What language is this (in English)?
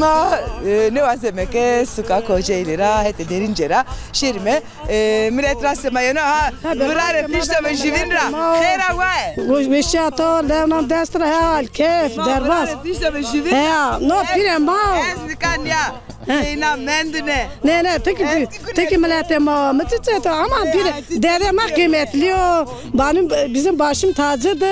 Zaza